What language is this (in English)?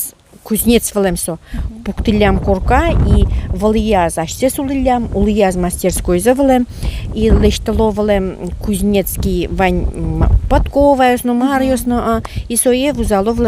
Udmurt